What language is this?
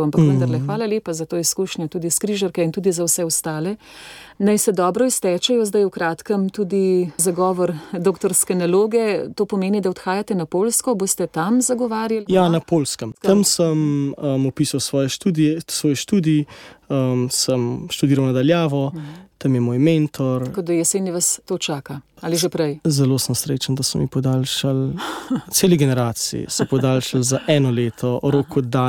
Slovenian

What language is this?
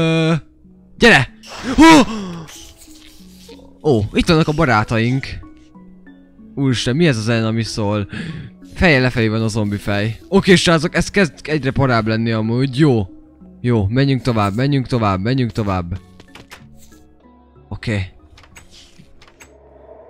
Hungarian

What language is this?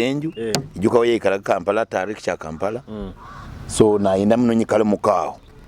Nyoro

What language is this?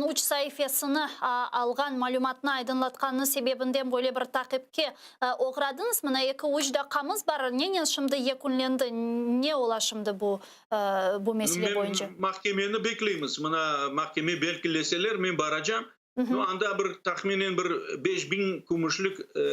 Crimean Tatar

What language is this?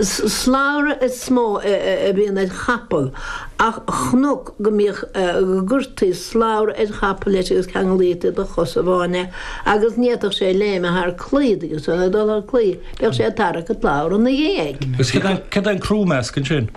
Irish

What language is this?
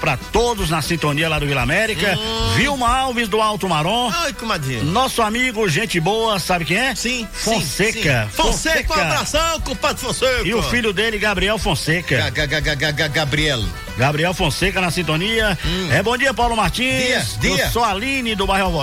Portuguese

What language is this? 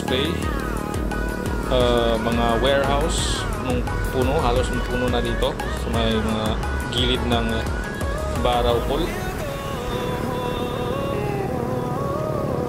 Filipino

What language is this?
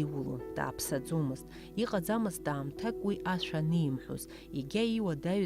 Abkhazian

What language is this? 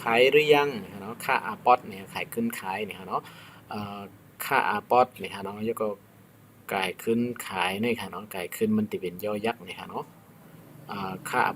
Shan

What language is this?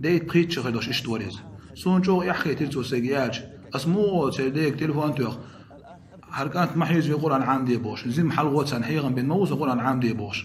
Chechen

